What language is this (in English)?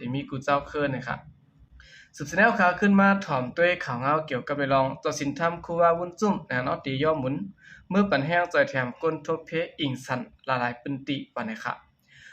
Shan